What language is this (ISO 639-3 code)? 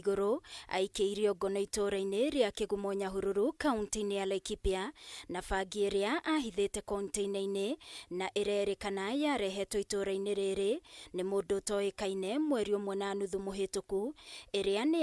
kik